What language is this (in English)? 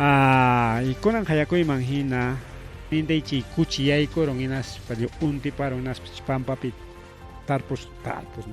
Ayacucho Quechua